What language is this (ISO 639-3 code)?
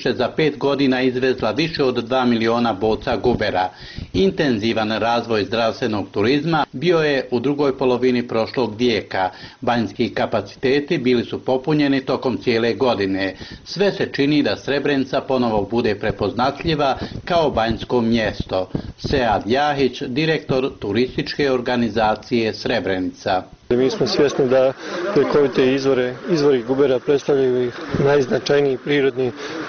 bos